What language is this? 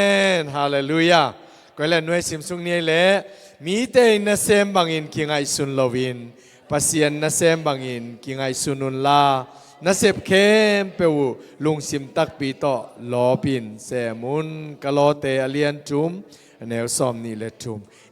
Tedim Chin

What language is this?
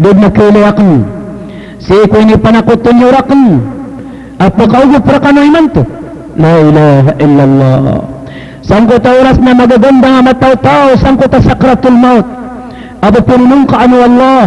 Maranao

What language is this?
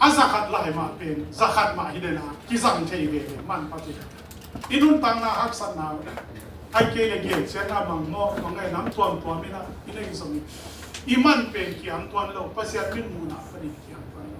Tedim Chin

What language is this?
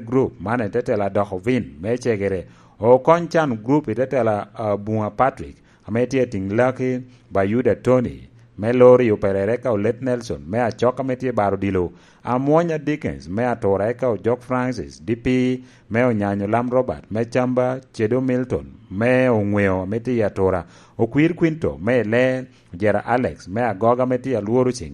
Lango (Uganda)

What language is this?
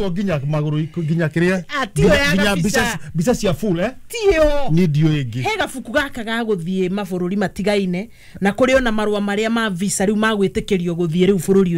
Kikuyu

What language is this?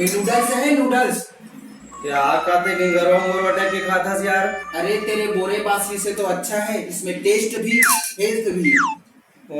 Chhattisgarhi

